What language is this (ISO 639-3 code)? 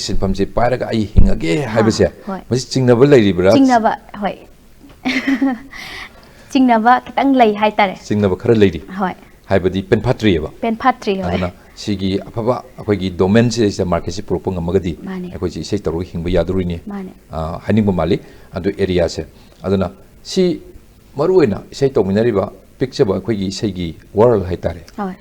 mni